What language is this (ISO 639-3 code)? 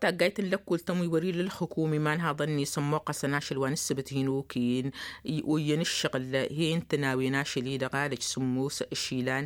taq